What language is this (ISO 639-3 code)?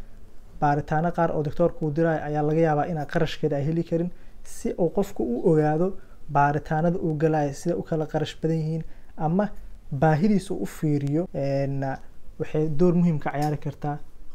som